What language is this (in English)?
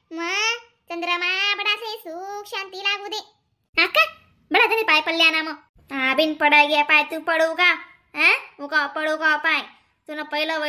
Khandesi